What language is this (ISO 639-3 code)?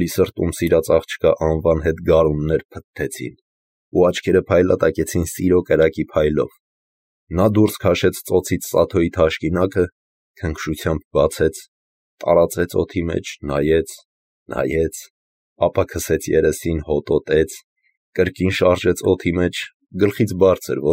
hye